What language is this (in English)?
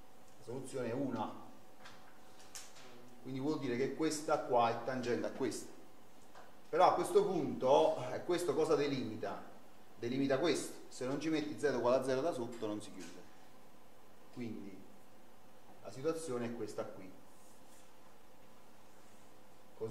Italian